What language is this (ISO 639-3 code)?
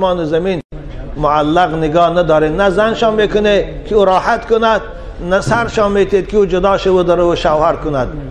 tgk